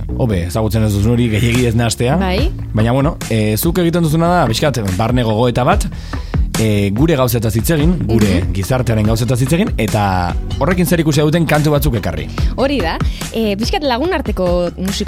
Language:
Basque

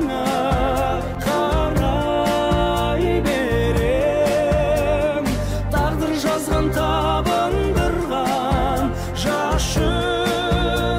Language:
Kazakh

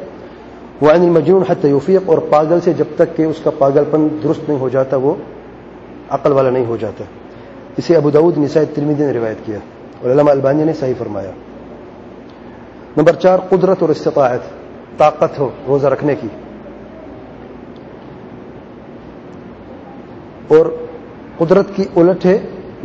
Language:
Urdu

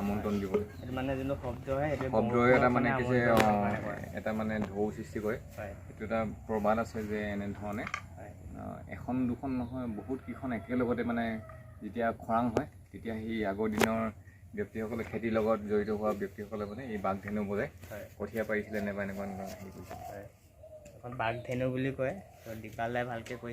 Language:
Assamese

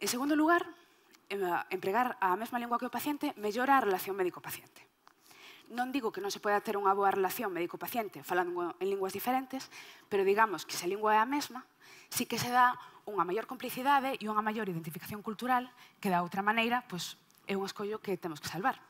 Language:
Galician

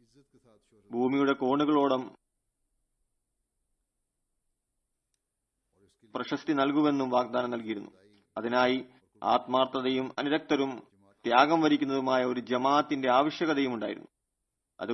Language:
Malayalam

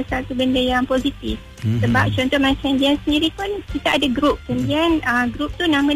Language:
Malay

